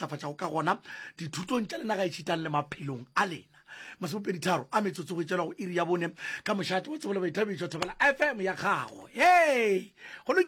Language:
Northern Sotho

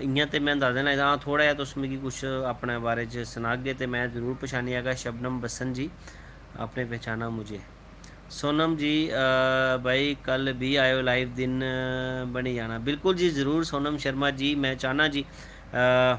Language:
Dogri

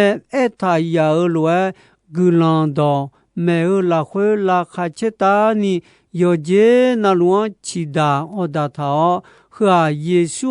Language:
Akha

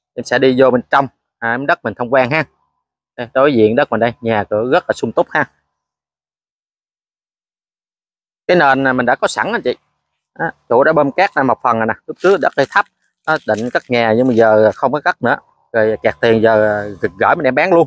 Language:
Vietnamese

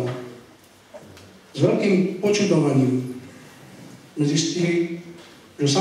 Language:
Slovak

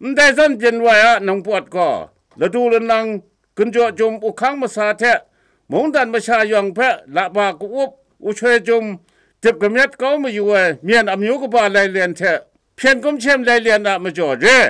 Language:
Kachin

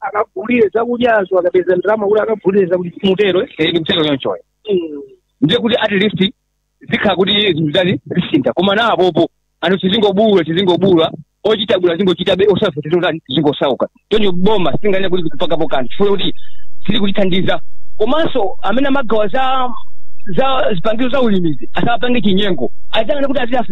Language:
Nyanja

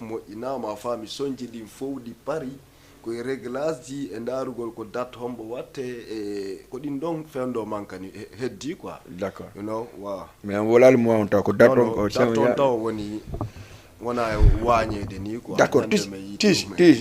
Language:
Fula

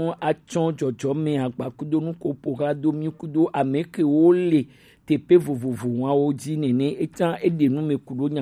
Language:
Gen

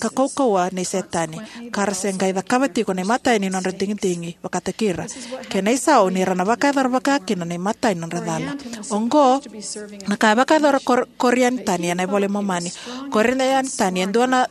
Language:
Fijian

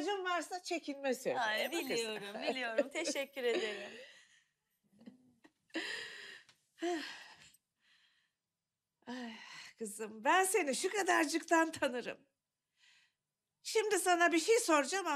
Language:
Turkish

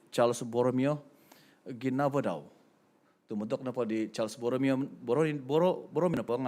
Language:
Central Dusun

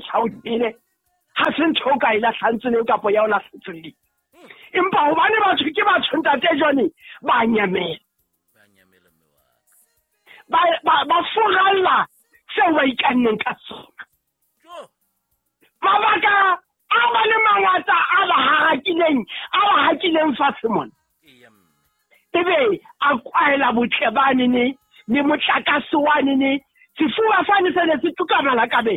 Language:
Southern Sotho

